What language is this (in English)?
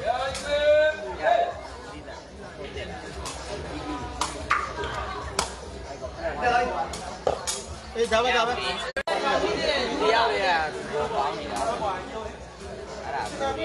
Burmese